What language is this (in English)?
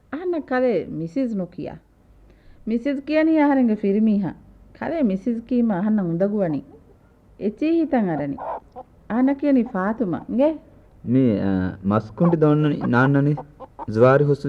Divehi